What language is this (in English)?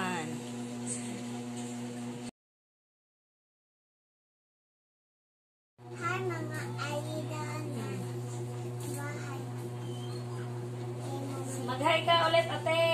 Filipino